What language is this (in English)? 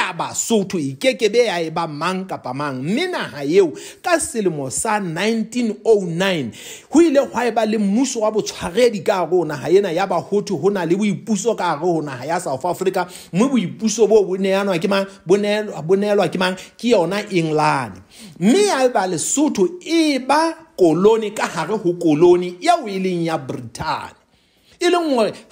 Southern Sotho